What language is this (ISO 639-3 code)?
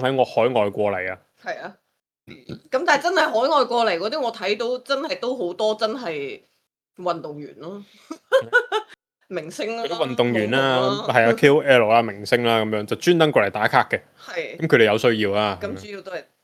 yue